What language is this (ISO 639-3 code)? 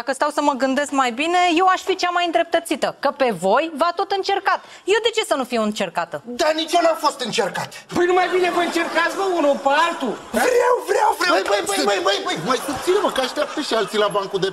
ron